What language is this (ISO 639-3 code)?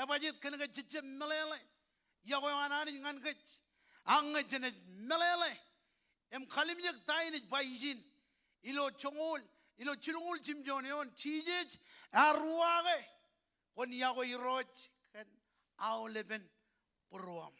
mah